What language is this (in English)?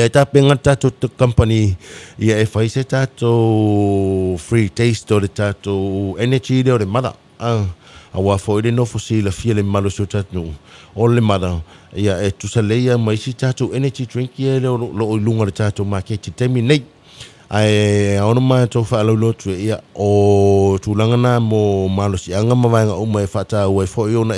Samoan